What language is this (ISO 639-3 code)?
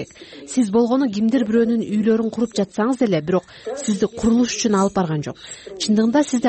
kir